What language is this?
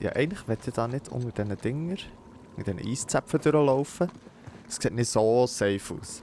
Swiss German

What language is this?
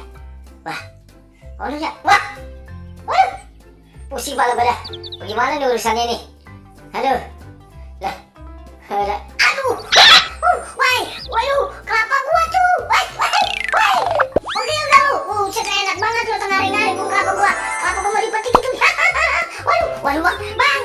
Betawi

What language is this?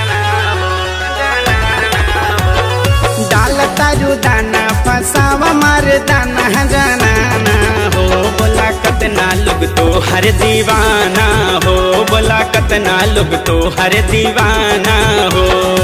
Bhojpuri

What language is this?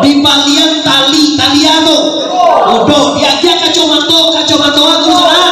Minangkabau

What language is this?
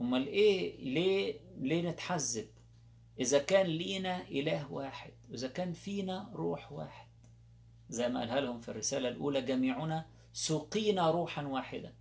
Egyptian Arabic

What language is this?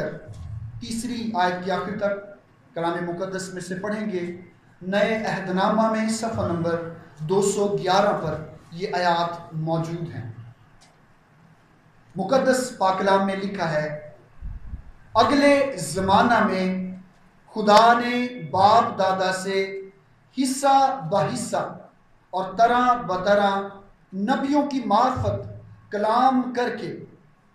Urdu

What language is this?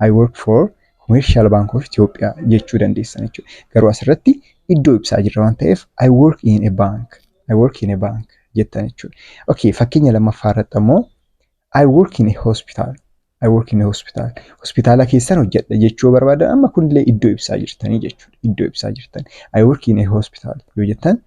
Oromo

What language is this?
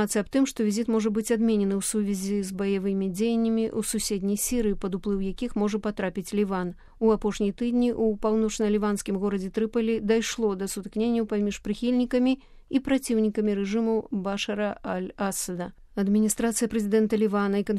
Belarusian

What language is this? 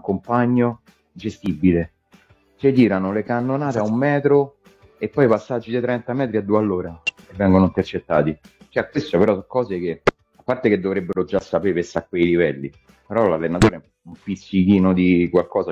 Italian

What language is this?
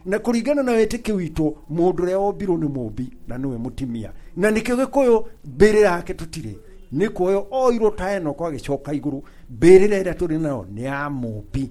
Kikuyu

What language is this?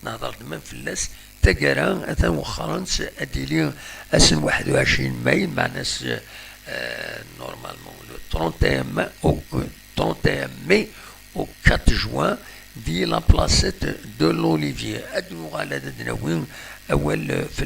Kabyle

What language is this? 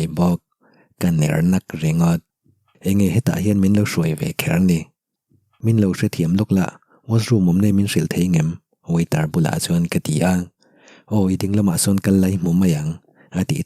Mizo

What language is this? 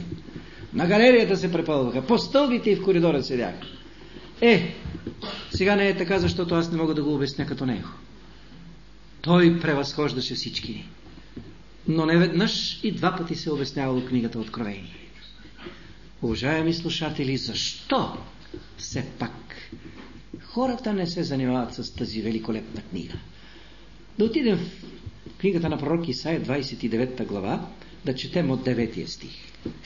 Bulgarian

